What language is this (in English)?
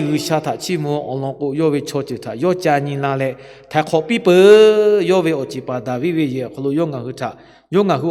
Lahu